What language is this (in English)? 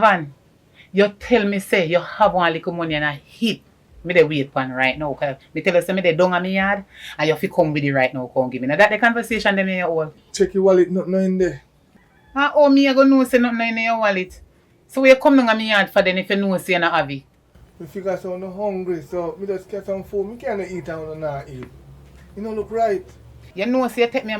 Jamaican Creole English